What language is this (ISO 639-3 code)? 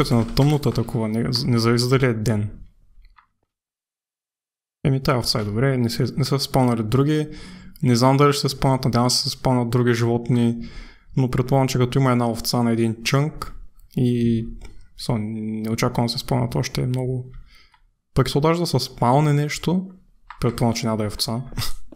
bul